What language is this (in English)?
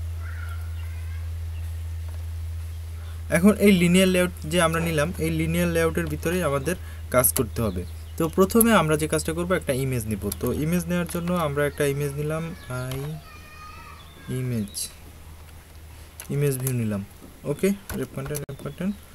Bangla